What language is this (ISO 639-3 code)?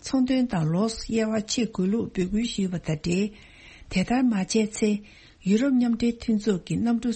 bod